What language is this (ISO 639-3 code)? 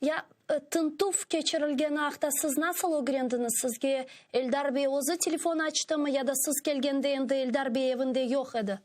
crh